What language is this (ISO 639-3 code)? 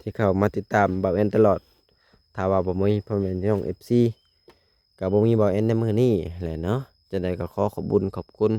lao